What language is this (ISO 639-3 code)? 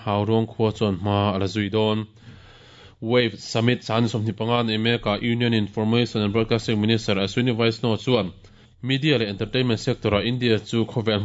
lus